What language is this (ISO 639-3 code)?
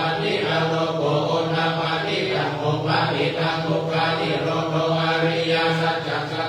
pli